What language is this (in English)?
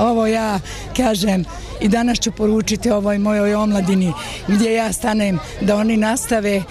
Bosnian